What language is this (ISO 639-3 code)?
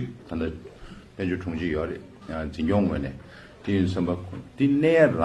bod